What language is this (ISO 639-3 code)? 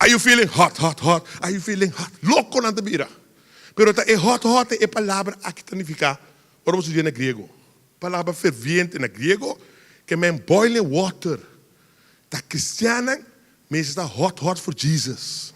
pap